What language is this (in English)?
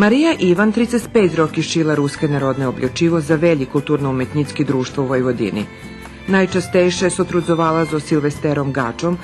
Rusyn